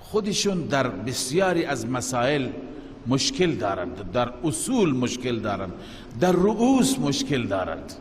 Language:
Persian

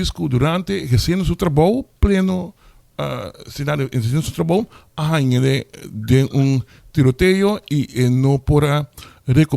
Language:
Papiamento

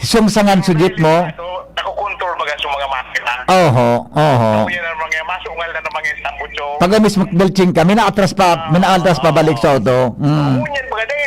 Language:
Bikol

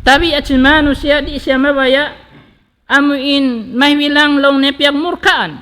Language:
Tausug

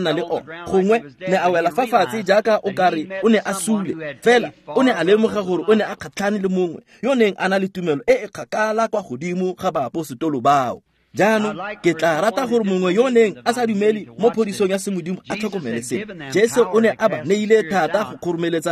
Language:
Tswana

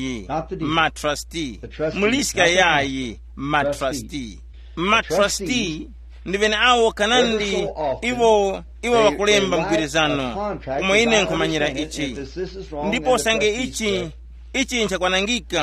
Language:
Tumbuka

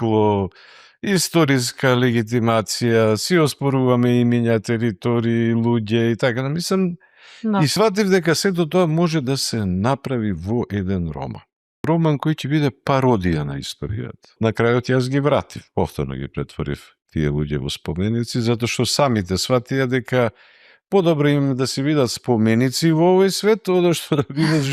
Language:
Macedonian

